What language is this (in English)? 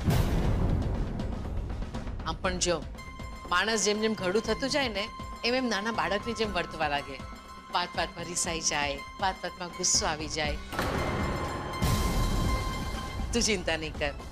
Gujarati